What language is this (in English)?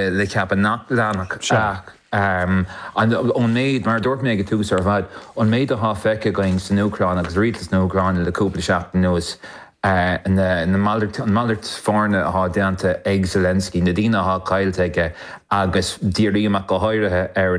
Irish